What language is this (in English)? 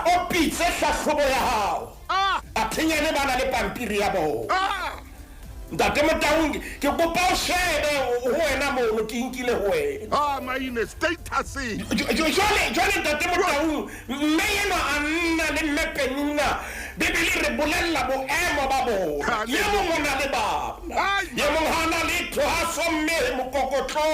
Southern Sotho